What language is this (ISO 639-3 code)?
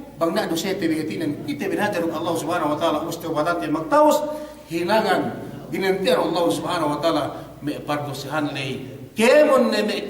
yka